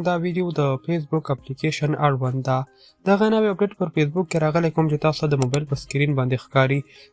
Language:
Pashto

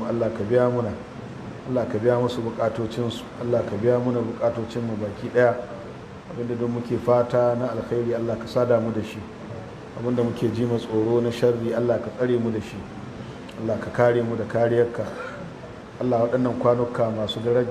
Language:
Hausa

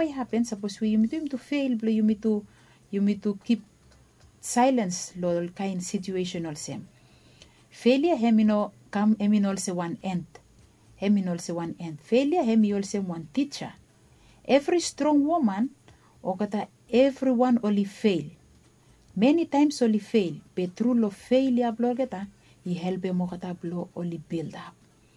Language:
Bislama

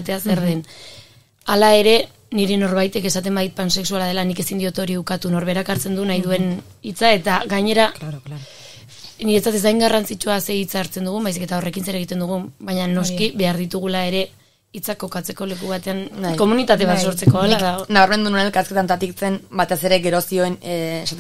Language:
Basque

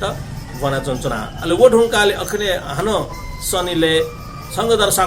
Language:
Newari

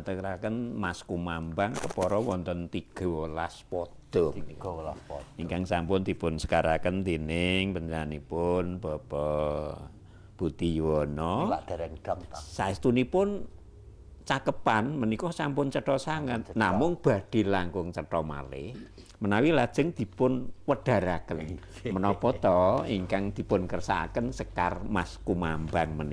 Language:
Javanese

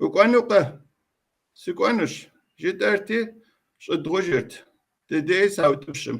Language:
Kabardian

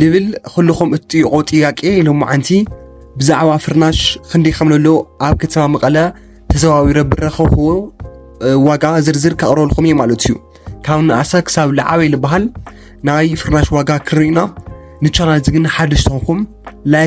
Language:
Tigrinya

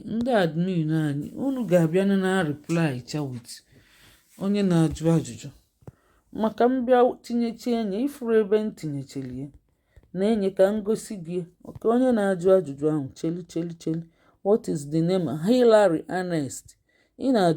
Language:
Igbo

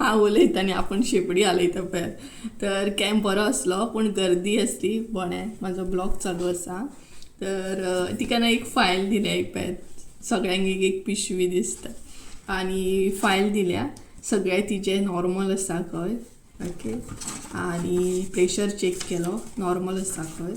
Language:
Konkani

